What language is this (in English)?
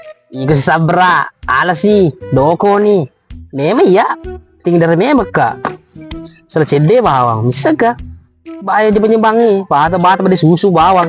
Buginese